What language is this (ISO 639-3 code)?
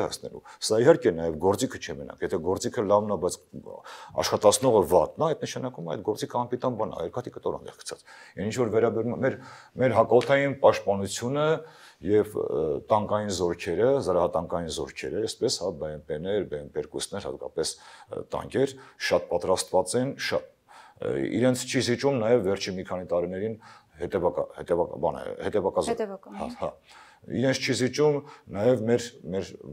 hye